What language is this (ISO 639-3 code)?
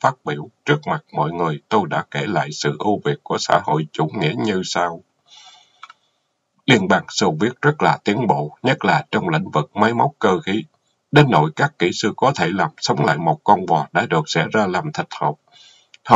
vie